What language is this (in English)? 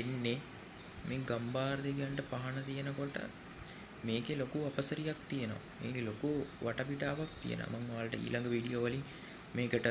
Sinhala